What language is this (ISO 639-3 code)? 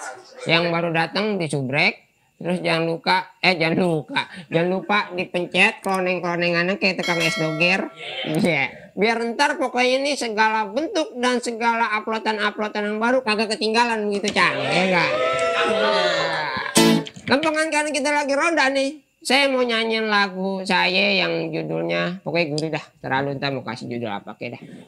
ind